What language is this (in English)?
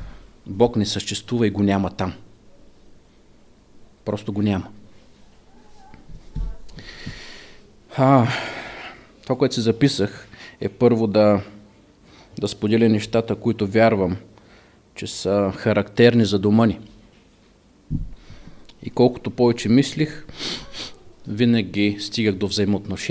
Bulgarian